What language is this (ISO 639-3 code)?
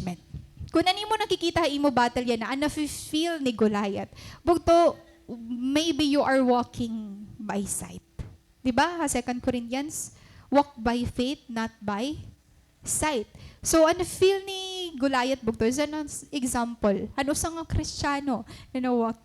war